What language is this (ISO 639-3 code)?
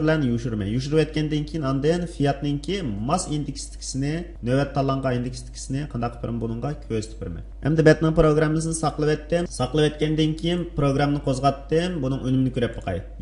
uig